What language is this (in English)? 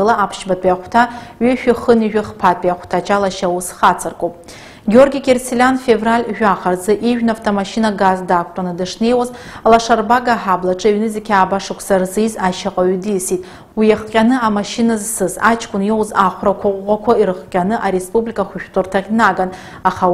Abkhazian